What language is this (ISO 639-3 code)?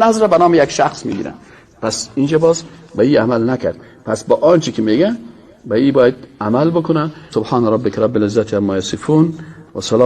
fas